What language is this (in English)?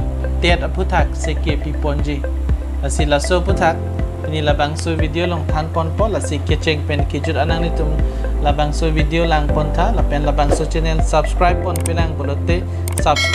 Karbi